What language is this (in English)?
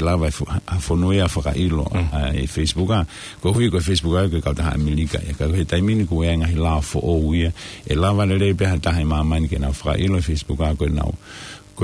Tongan